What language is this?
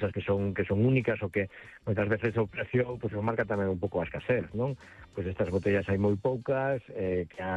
Galician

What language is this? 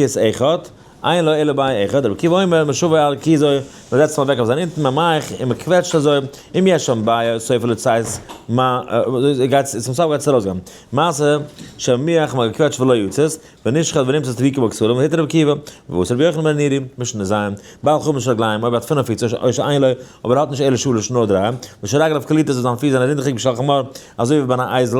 Yiddish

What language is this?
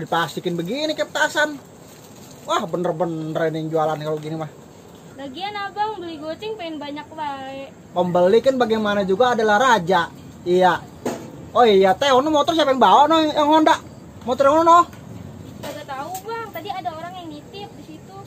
Betawi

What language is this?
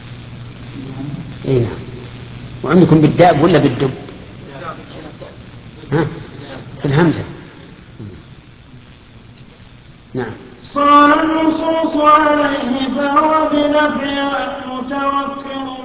Arabic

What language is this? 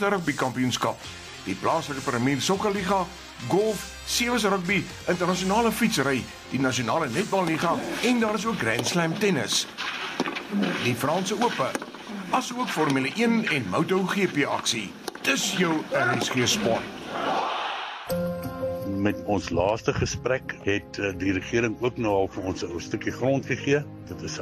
Afrikaans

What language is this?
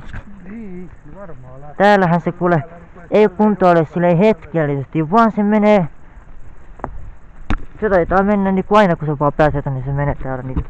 Finnish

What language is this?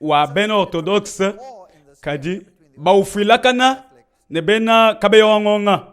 Luba-Lulua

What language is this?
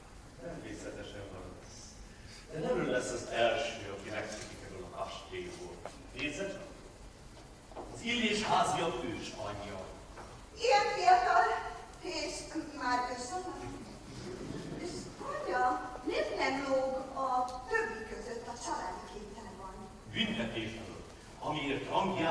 Hungarian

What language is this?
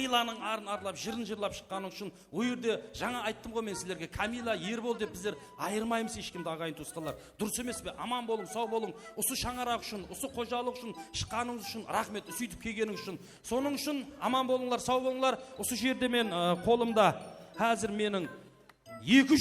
Kara-Kalpak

